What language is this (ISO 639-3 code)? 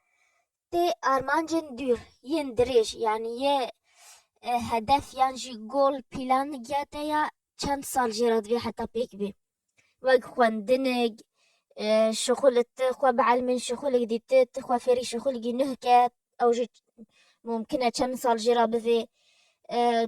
kur